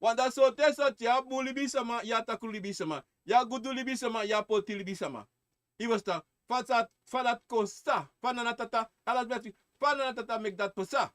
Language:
Sranan Tongo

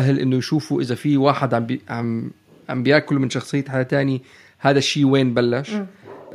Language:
North Levantine Arabic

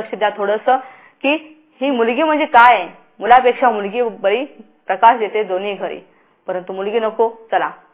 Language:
Marathi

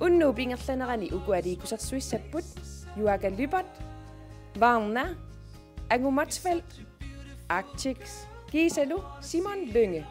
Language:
Kalaallisut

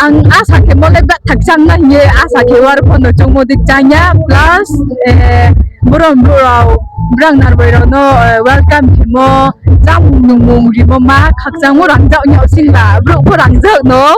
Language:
Riang (India)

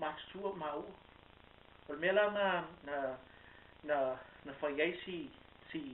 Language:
Samoan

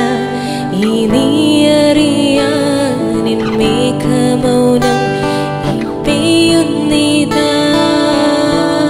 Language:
Malayalam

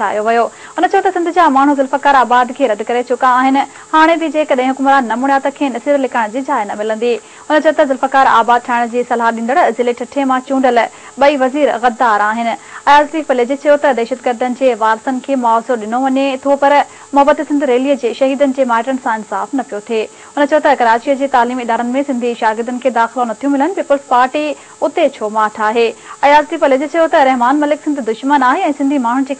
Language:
Sindhi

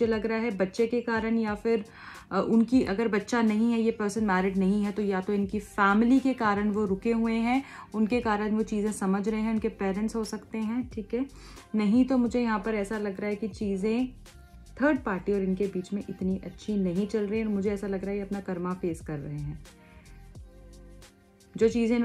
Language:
Hindi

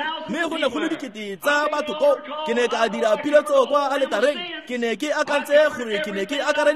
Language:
Tswana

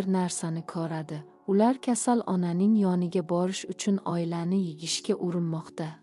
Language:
Uzbek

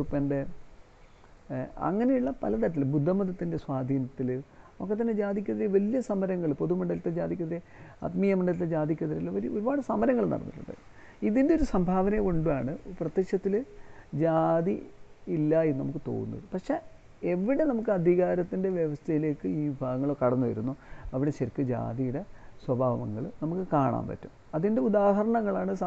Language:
Malayalam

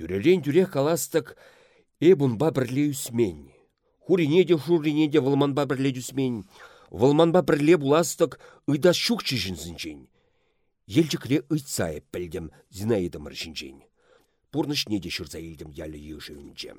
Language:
Chuvash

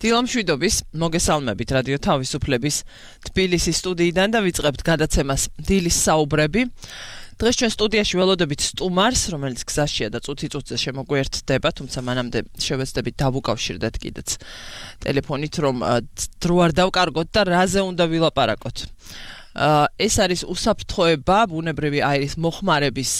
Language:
Georgian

